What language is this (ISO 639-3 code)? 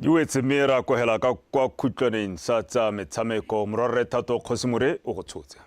tsn